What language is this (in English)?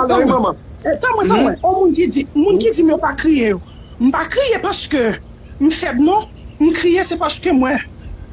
Haitian Creole